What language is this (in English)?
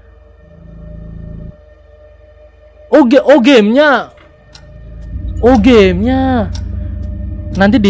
Indonesian